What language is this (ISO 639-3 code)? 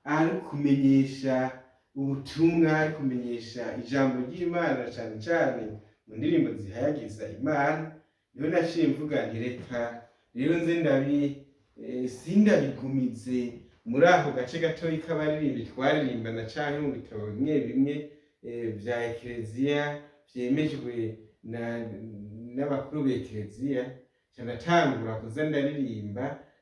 run